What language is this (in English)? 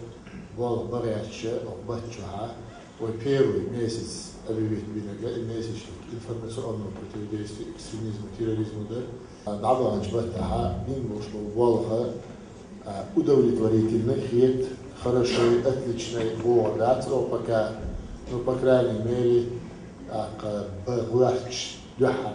Chechen